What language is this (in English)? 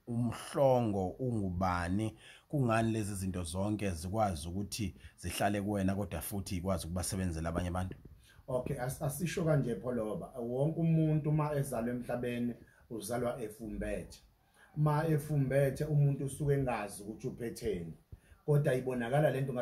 Zulu